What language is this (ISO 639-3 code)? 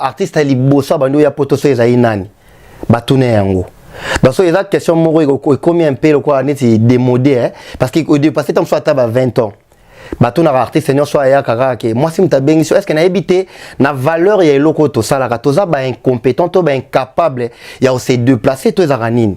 lin